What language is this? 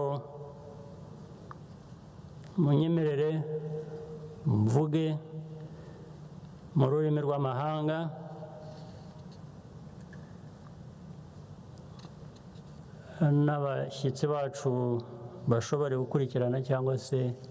Kinyarwanda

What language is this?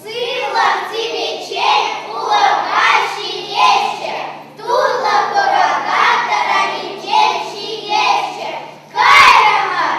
Chuvash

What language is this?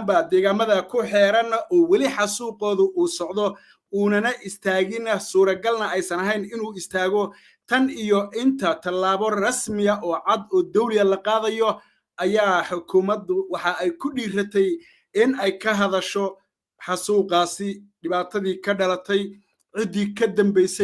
Somali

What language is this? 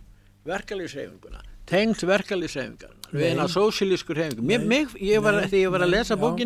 Icelandic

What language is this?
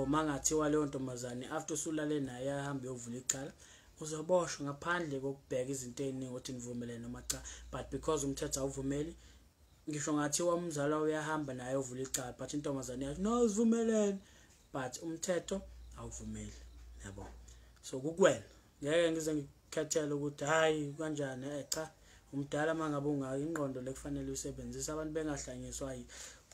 Zulu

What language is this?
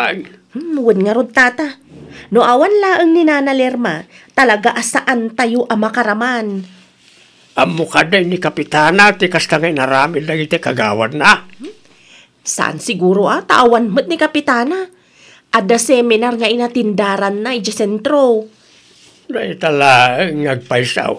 Iloko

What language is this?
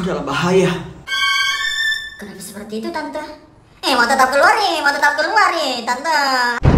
Indonesian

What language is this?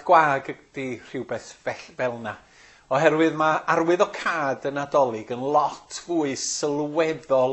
Welsh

